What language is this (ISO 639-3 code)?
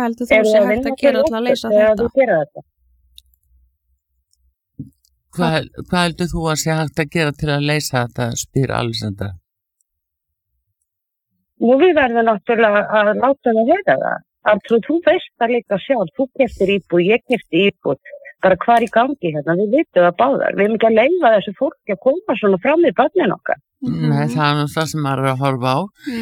isl